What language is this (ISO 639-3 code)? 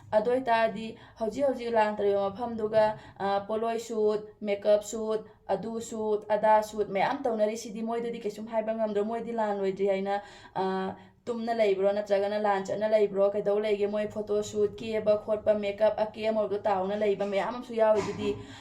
mni